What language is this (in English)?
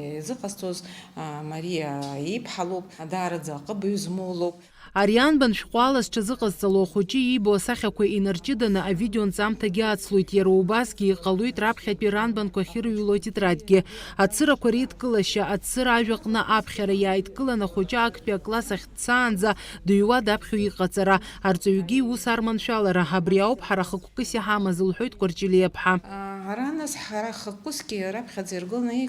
Abkhazian